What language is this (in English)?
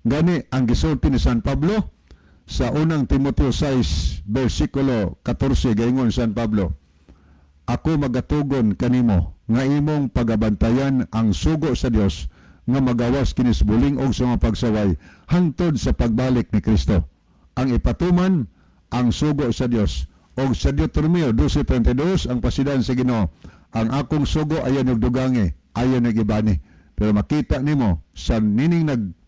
Cebuano